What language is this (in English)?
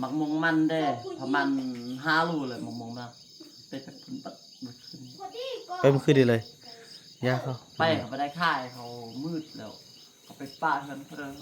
Northeastern Thai